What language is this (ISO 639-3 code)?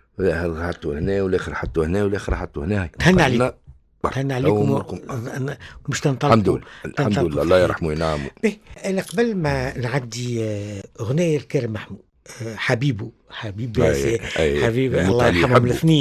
aeb